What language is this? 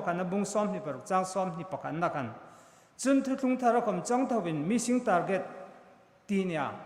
Hmar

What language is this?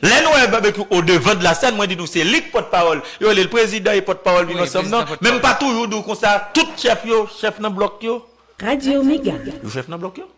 Haitian Creole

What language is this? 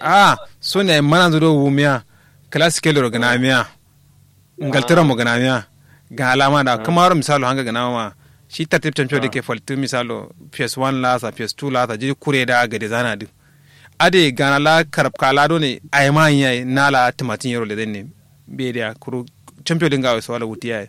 Kanuri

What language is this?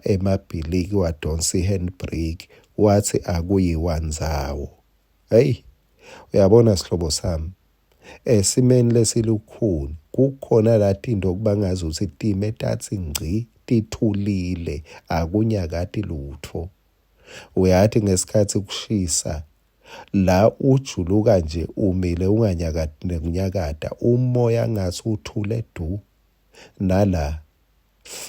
Swati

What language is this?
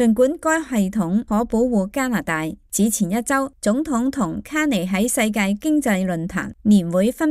Cantonese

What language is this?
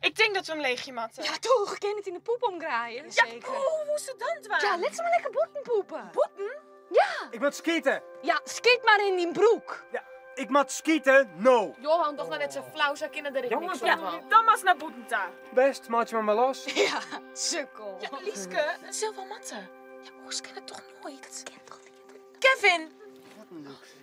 Western Frisian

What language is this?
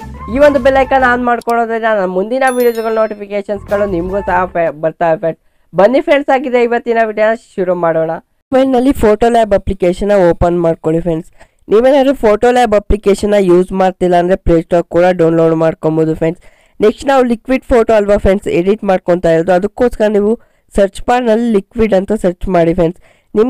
Kannada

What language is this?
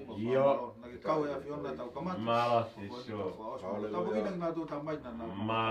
Tongan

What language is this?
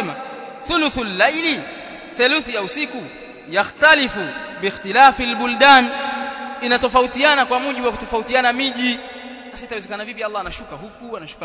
Swahili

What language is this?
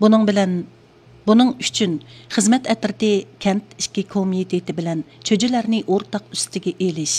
Uyghur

